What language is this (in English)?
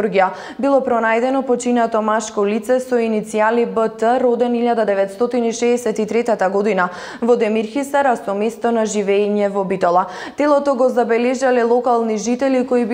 Macedonian